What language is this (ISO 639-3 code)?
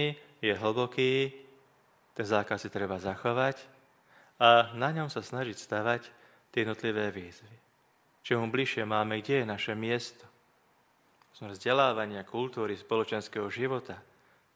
slk